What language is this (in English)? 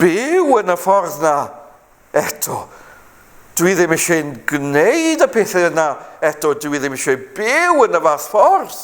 Welsh